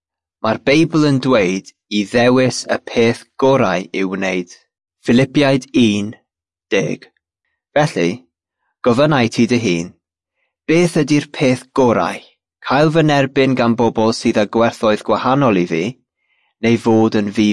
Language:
Welsh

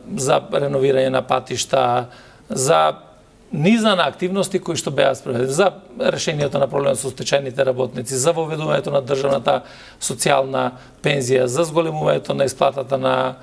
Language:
Macedonian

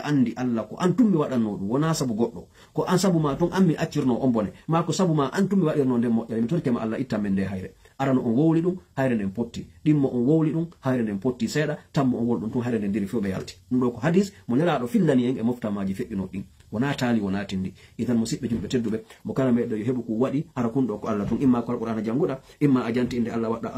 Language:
Pular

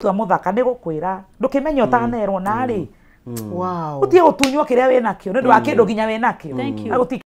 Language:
Kikuyu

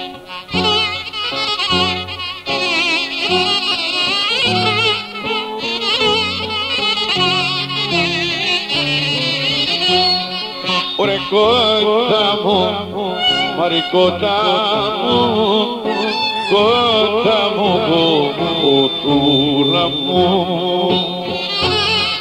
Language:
Greek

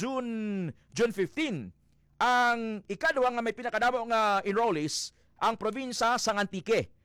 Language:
Hiligaynon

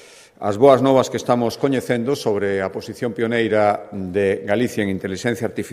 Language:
Galician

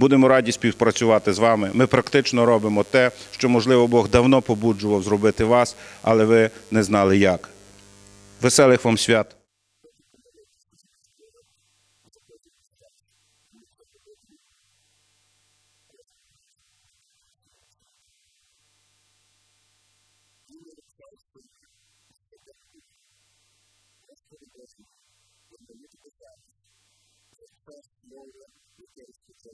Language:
Ukrainian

